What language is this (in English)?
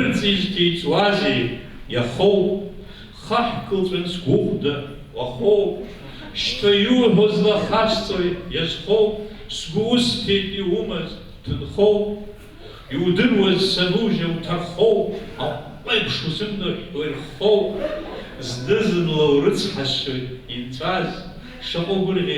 Abkhazian